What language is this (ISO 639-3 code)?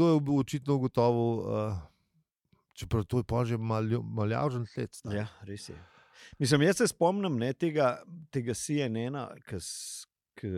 slv